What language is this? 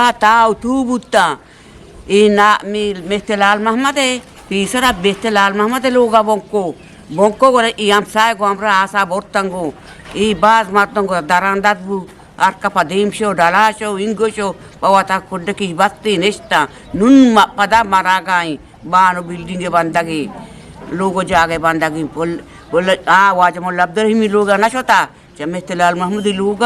Eastern Balochi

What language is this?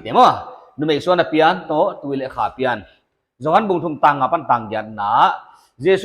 Paite Chin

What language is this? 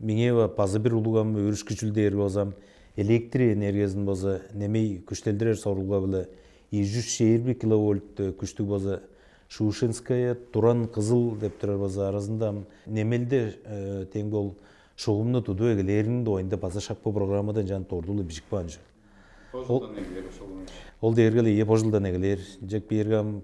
Tuvinian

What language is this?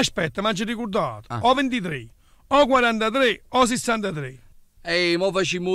Neapolitan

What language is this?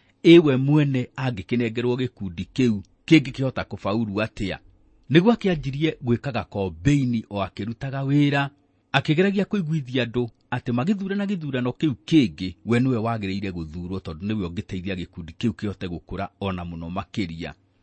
Kikuyu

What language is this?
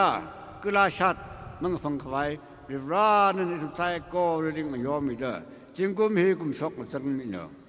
Tangkhul Naga (India)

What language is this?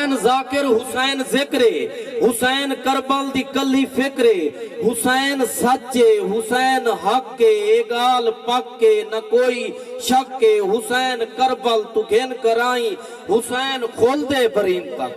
Saraiki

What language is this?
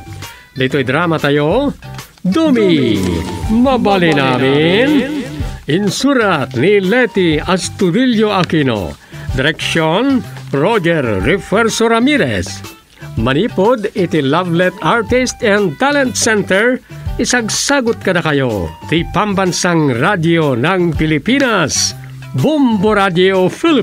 Iloko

